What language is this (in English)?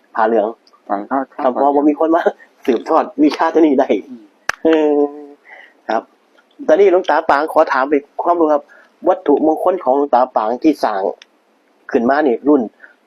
Northeastern Thai